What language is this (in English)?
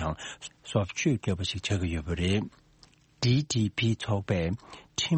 Tibetan